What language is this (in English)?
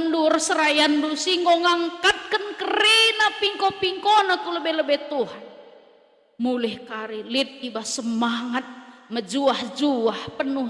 Batak Karo